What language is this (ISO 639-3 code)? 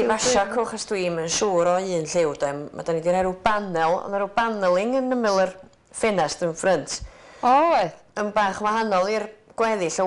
cym